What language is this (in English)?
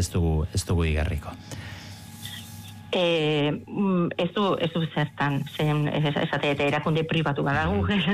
Basque